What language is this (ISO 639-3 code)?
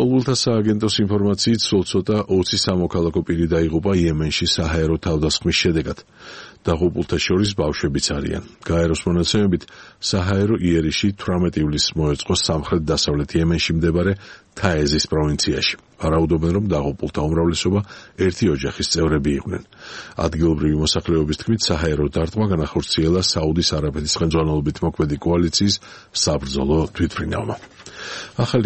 kat